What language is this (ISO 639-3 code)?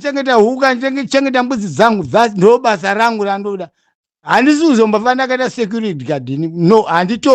sna